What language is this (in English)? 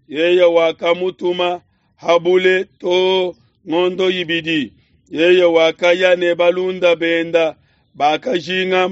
Luba-Lulua